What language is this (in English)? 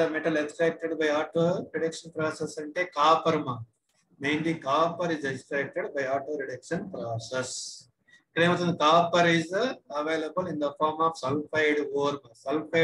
Telugu